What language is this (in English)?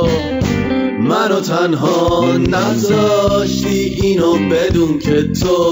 Persian